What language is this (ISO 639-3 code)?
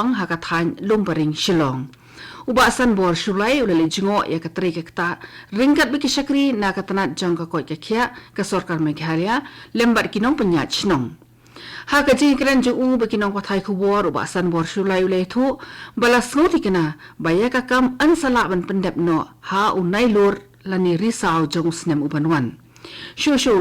kha